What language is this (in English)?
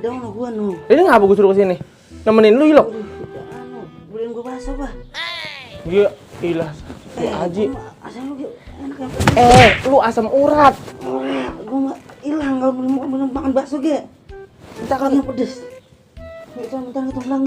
Betawi